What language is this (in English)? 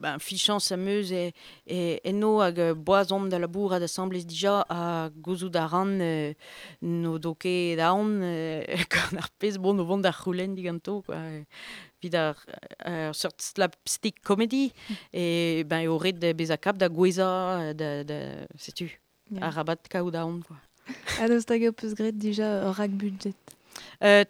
Breton